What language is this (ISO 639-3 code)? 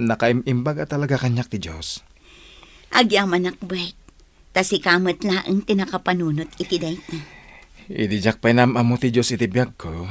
ilo